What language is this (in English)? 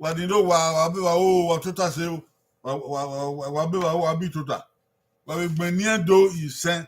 Bini